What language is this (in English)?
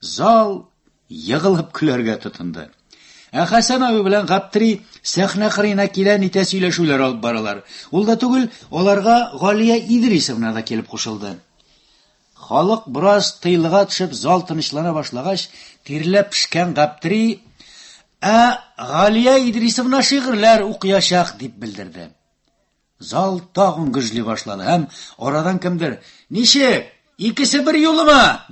Tatar